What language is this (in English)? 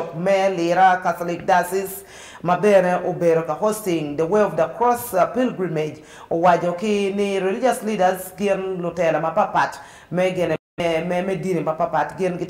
Acoli